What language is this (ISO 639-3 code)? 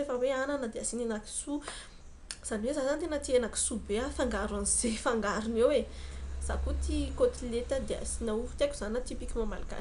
mlg